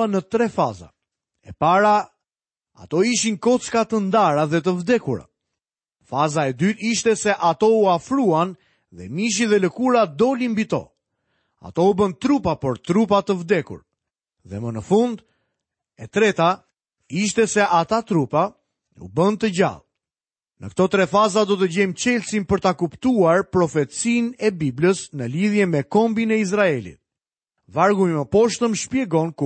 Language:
Albanian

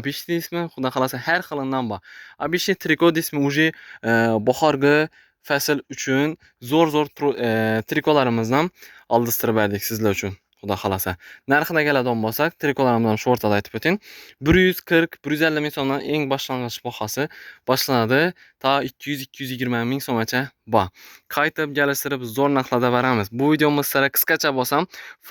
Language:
Uzbek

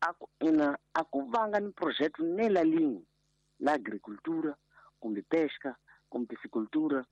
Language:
Tsonga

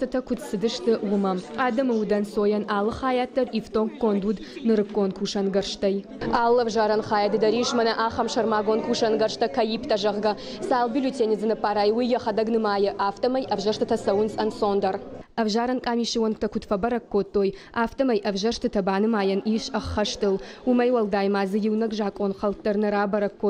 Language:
Ossetic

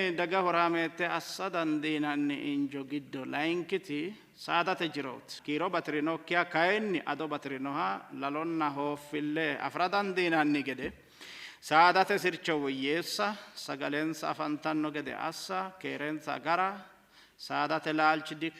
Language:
Sidamo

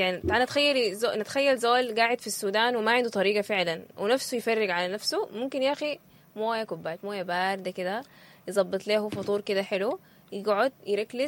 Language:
Sudanese Arabic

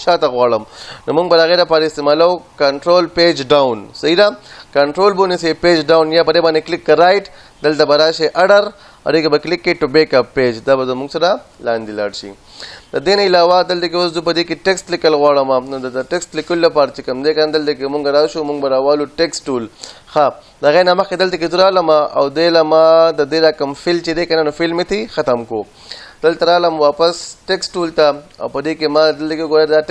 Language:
Pashto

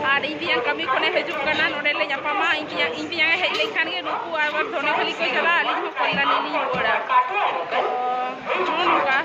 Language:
Santali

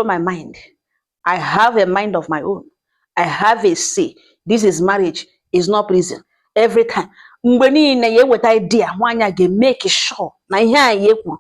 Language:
Igbo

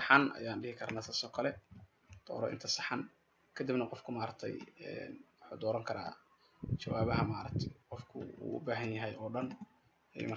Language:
Somali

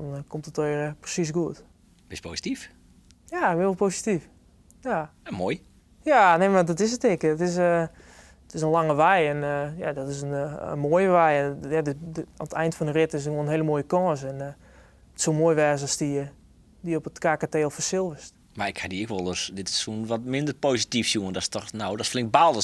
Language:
Western Frisian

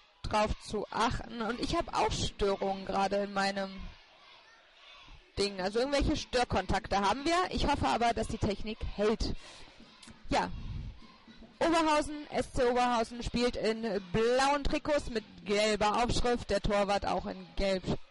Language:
German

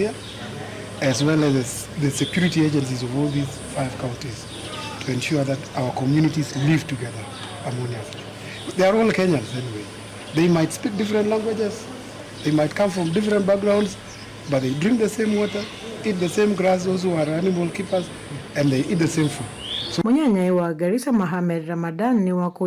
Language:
Kamba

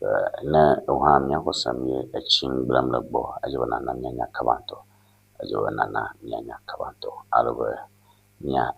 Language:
Ewe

